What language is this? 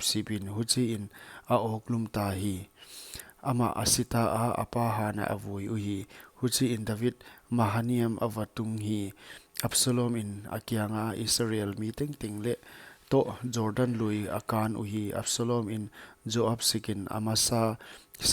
Paite Chin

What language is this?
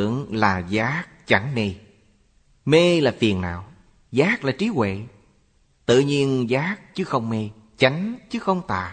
Vietnamese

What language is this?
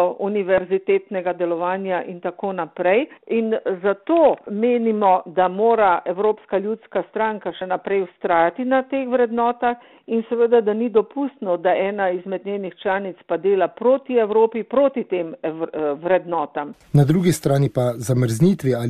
Slovenian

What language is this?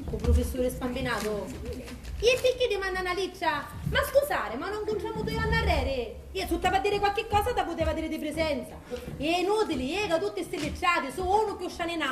Sicilian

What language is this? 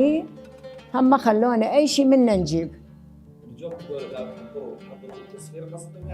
Mesopotamian Arabic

